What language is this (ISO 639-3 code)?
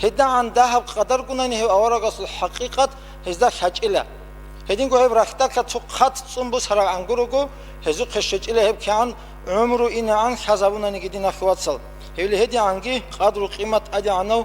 ava